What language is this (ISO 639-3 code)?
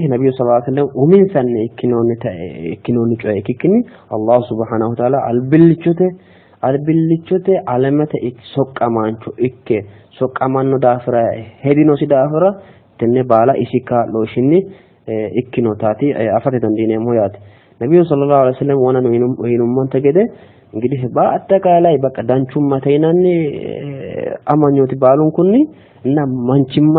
sid